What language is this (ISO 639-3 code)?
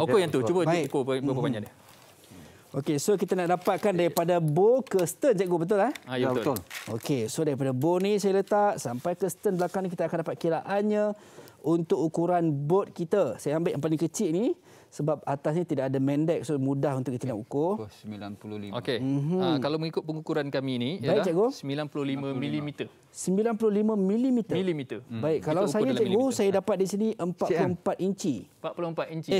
msa